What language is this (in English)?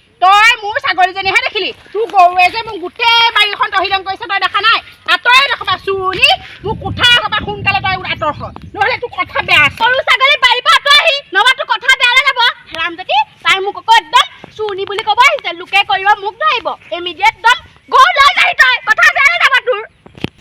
Assamese